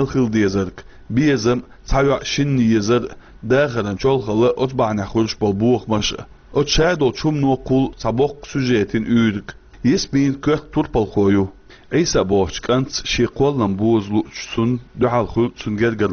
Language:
Chechen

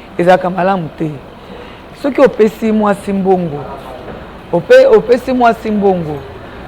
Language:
Lingala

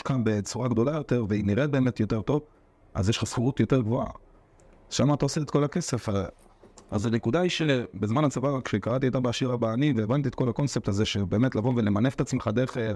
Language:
Hebrew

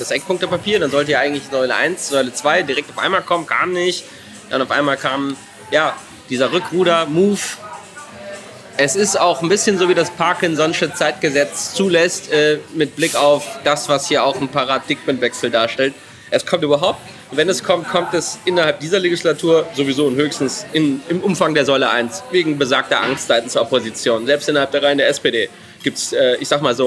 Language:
German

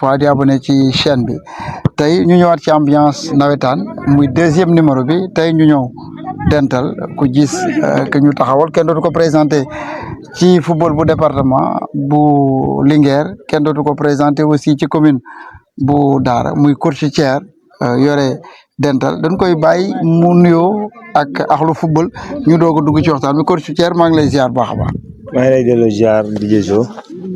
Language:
Wolof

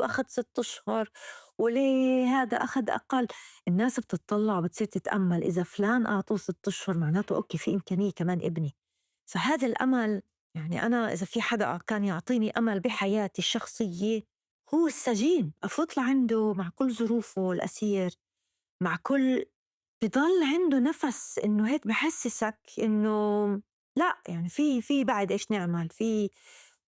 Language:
North Levantine Arabic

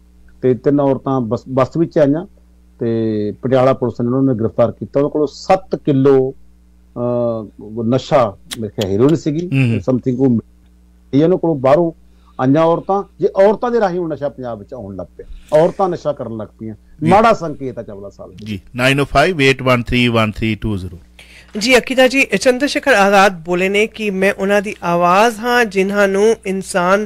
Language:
Punjabi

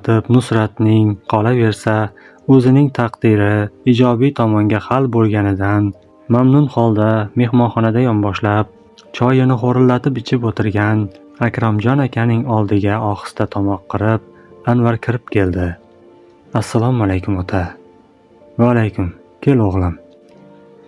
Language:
Uzbek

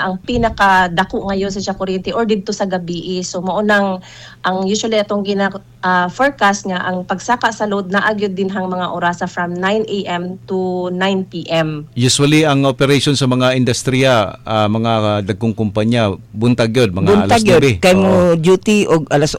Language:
Cebuano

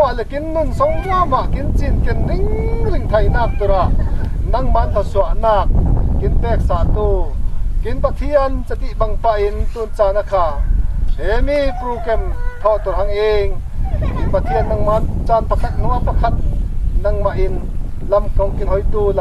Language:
Falam Chin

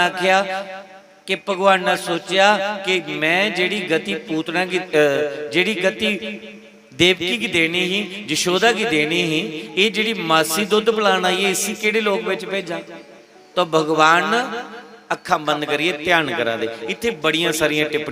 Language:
Dogri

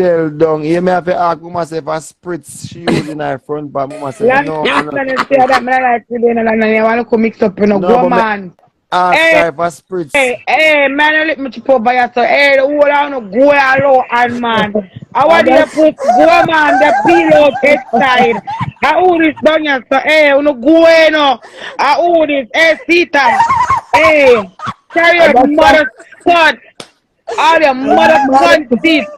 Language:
Jamaican Creole English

